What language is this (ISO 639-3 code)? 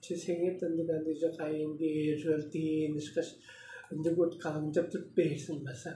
tyv